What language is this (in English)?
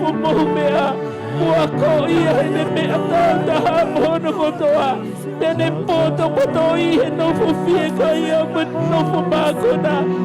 Tongan